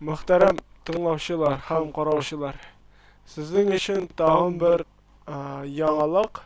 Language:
Tatar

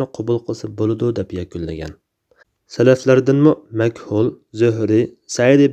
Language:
Uyghur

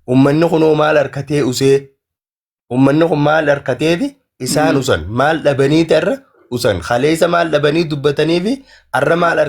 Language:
Oromo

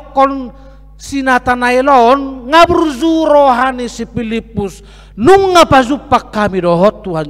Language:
Batak Toba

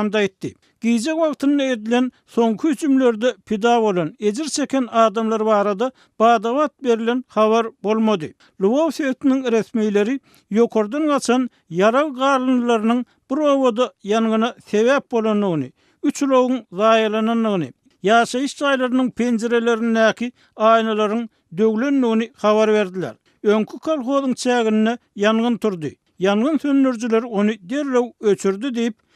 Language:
Turkmen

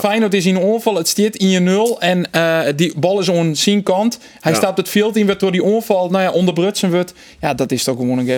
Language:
Western Frisian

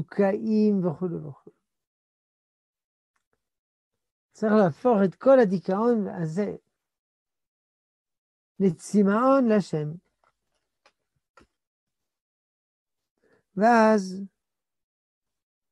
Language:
Hebrew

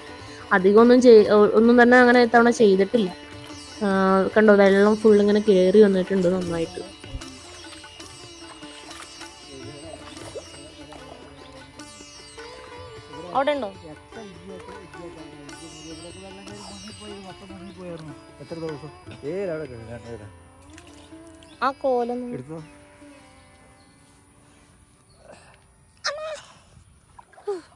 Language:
Malayalam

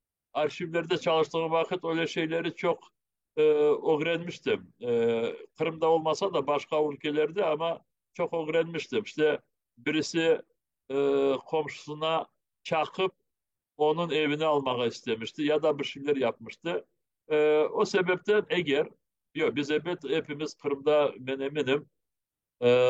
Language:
Crimean Tatar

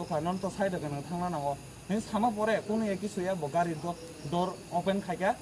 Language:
Kok Borok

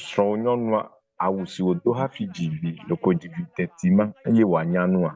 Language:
Ewe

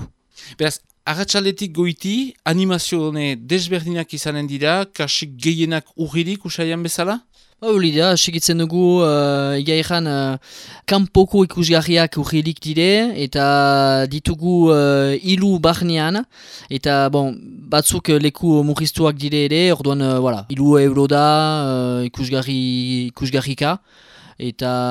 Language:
Basque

